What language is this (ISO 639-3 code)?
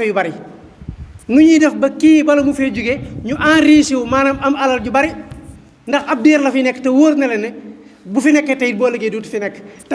wol